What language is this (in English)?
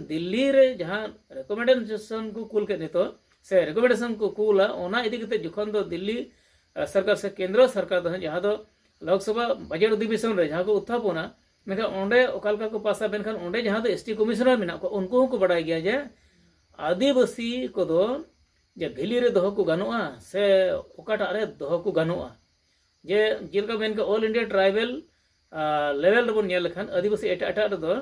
Santali